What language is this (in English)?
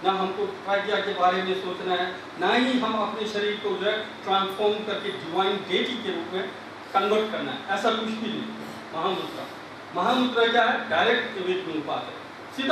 Hindi